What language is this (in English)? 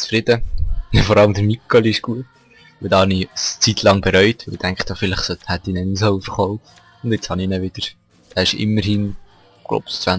Swiss German